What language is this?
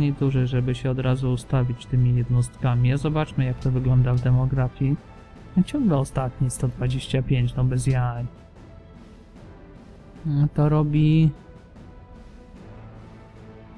Polish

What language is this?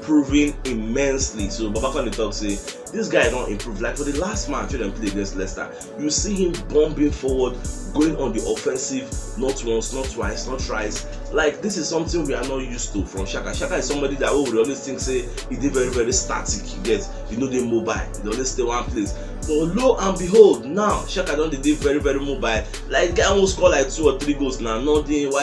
Nigerian Pidgin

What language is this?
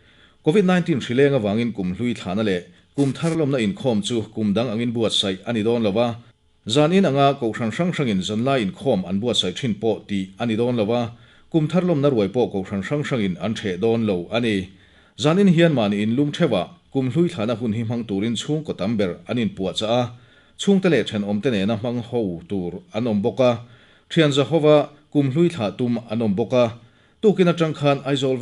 Mizo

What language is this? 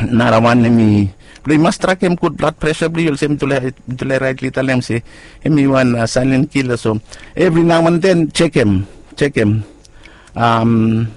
Bislama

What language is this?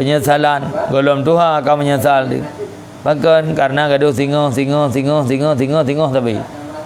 Achinese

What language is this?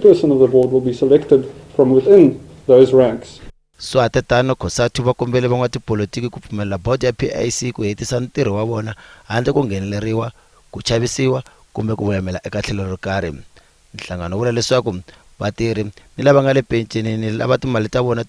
Tsonga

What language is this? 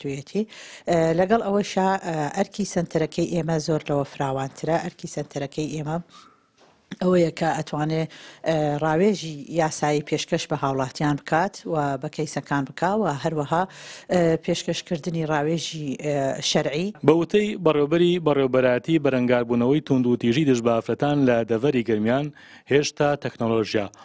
Central Kurdish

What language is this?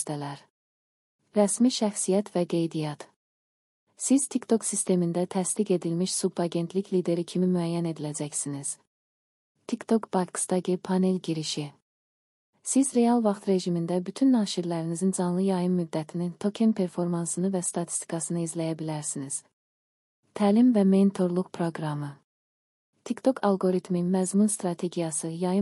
Azerbaijani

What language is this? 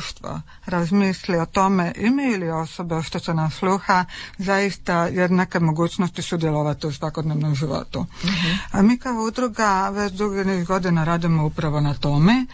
Croatian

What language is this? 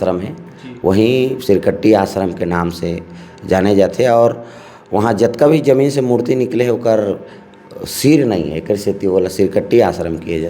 Chhattisgarhi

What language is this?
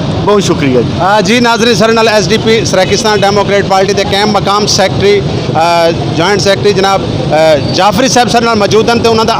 Saraiki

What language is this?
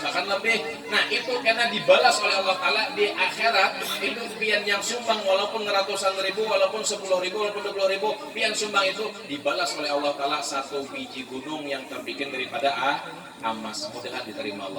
Banjar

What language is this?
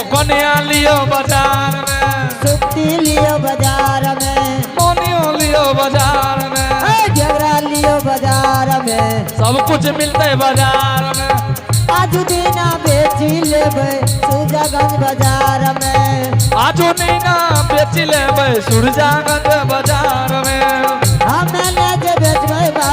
Angika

